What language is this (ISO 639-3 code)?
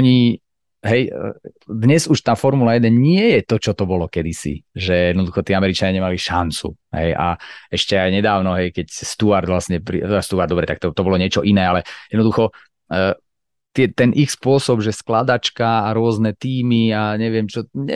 slk